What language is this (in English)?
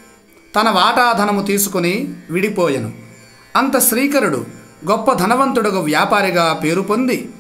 Telugu